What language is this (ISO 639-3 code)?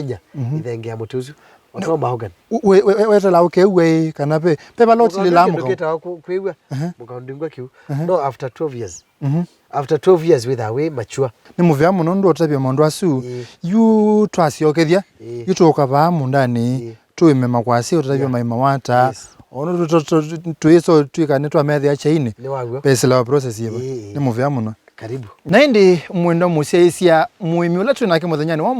kam